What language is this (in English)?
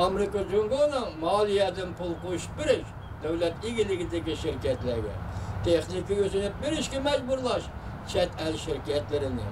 Uyghur